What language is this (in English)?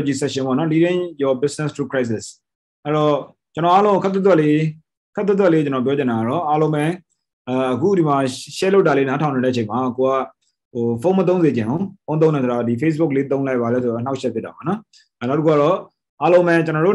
Burmese